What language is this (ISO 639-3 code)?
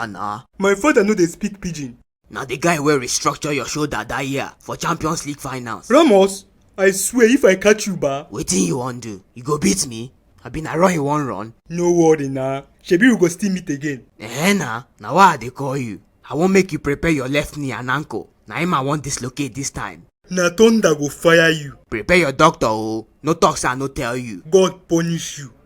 pcm